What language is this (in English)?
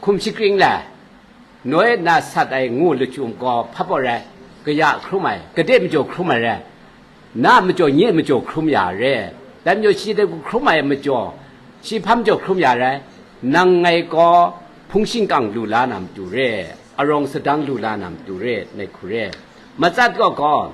Kachin